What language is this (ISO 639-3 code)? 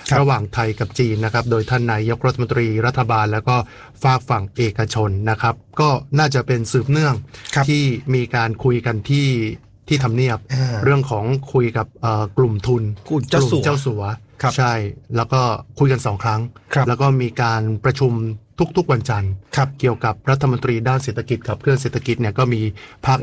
tha